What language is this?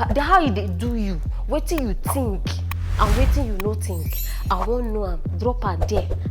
Nigerian Pidgin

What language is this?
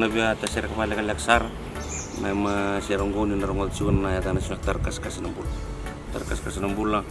Fijian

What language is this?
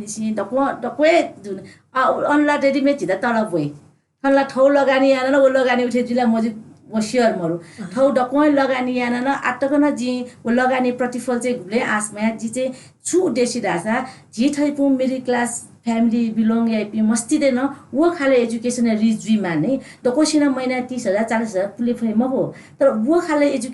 Newari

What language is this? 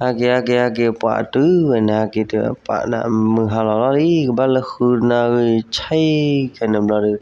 S'gaw Karen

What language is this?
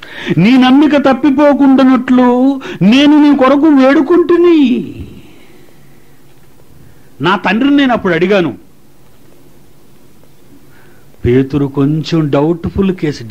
Telugu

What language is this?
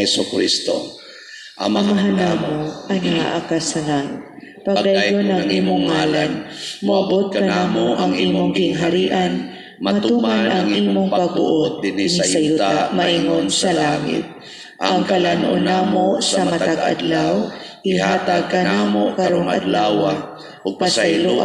Cebuano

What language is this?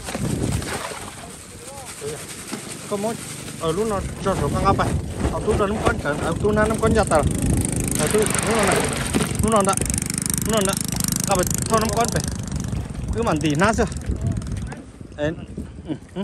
Vietnamese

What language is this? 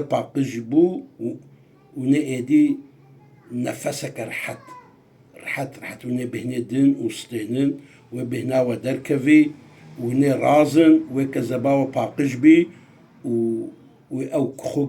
Kurdish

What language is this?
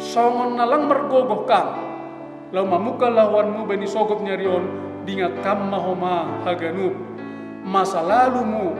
Batak Simalungun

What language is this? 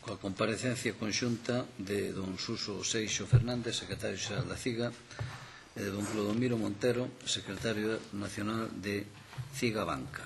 Galician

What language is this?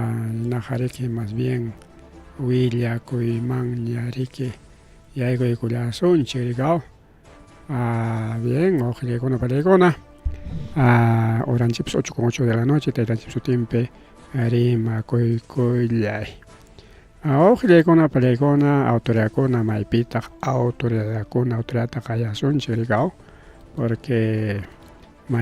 Ayacucho Quechua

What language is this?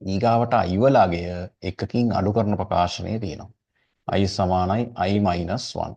Sinhala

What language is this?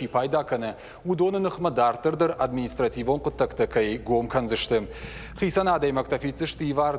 Ossetic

